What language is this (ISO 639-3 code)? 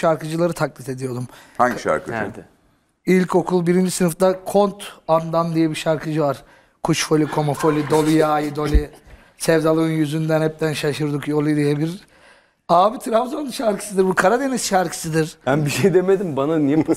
tur